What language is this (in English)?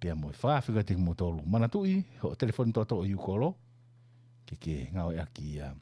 Tongan